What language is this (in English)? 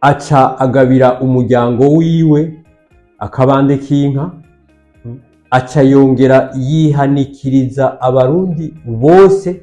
Rundi